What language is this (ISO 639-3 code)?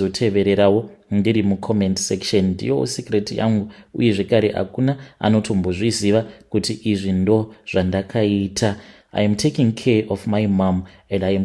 sna